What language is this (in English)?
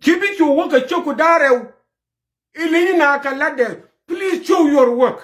Nuer